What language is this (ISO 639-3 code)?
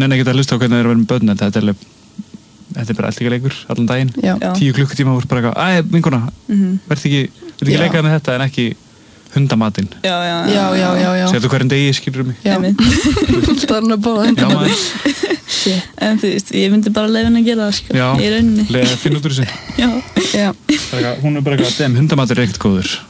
isl